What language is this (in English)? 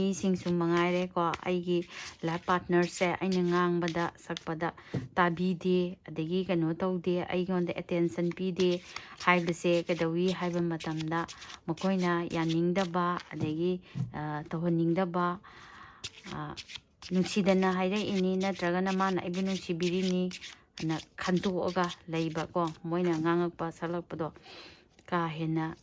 Manipuri